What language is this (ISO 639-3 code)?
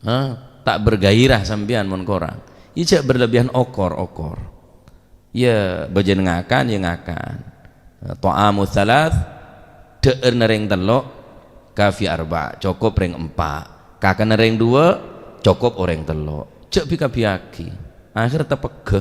mad